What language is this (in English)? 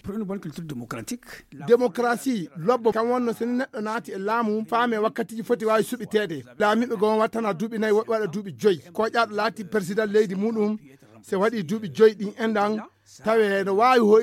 Fula